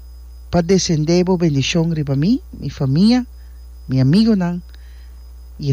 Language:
Papiamento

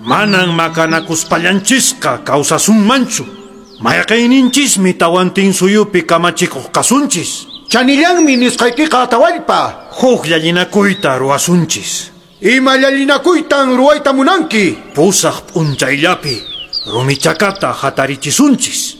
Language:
Quechua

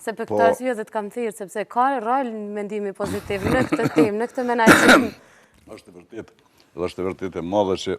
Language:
Albanian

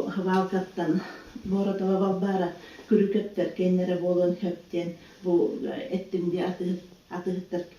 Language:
Yakut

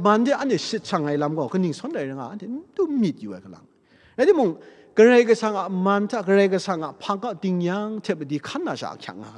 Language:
Kachin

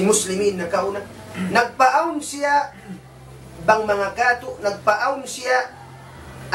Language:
Tausug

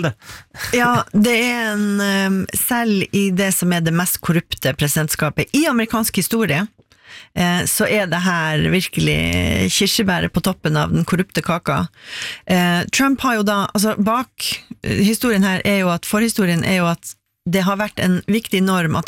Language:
Norwegian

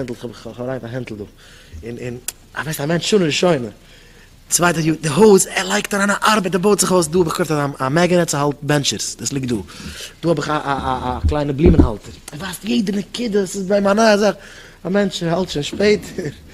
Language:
Yiddish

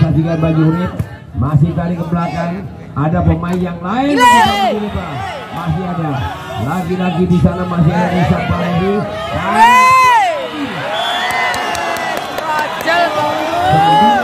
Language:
Indonesian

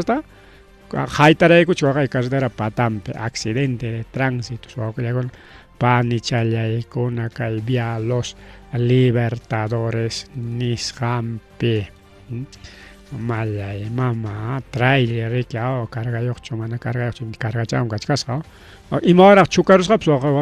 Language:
Ayacucho Quechua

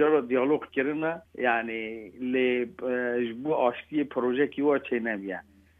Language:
Kurdish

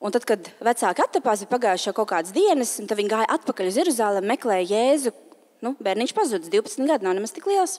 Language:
Latvian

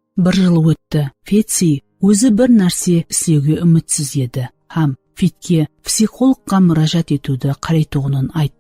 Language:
Kara-Kalpak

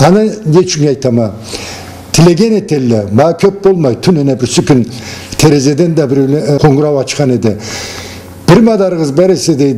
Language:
Karachay-Balkar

